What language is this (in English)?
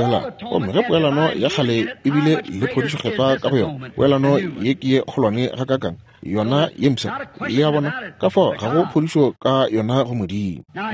Northern Sotho